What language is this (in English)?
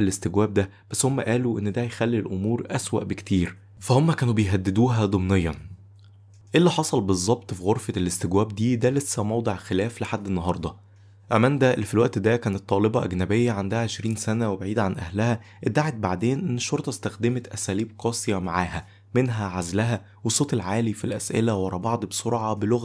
Egyptian Arabic